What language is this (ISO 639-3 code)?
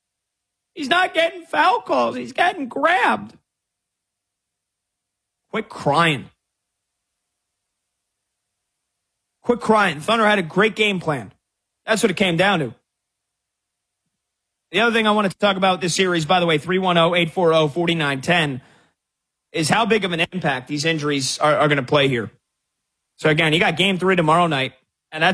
eng